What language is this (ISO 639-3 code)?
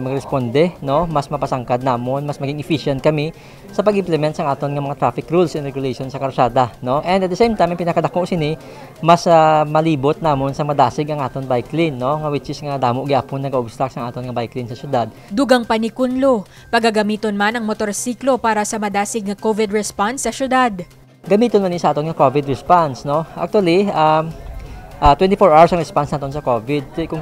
hil